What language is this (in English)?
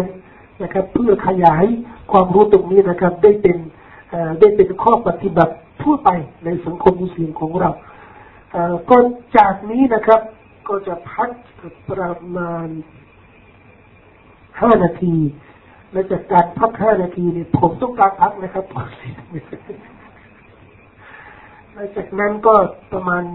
Thai